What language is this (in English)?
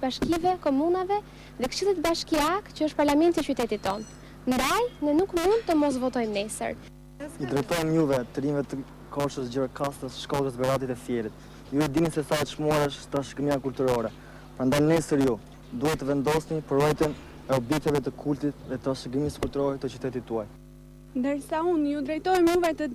Albanian